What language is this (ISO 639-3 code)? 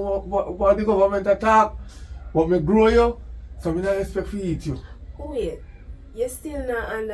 jam